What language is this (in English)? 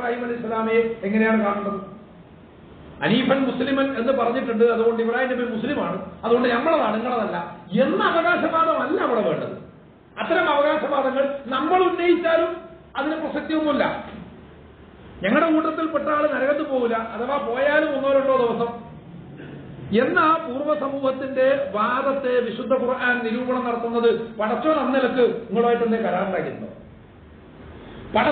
Malayalam